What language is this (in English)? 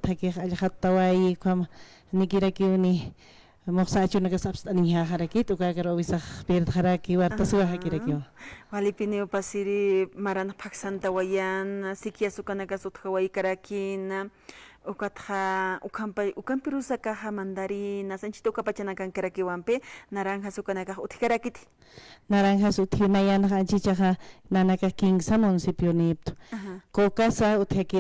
Aymara